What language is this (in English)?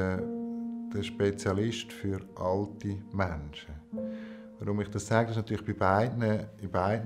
Swiss German